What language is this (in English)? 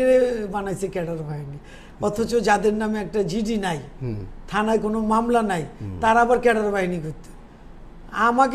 Bangla